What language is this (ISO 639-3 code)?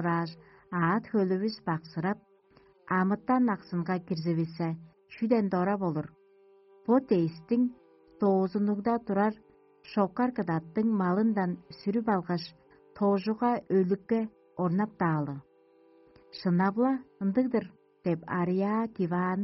tyv